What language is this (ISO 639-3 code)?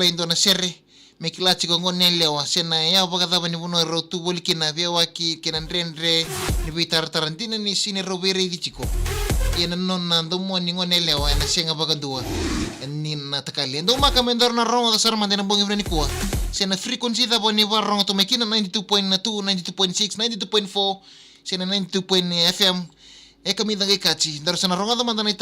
fij